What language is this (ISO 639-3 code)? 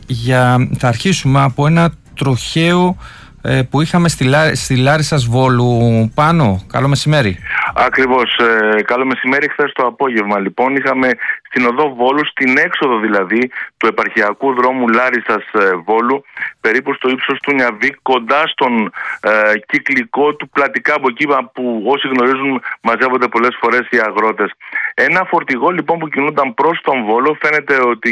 ell